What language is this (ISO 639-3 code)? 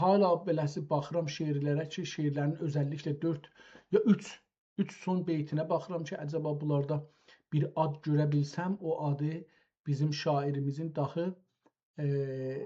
azb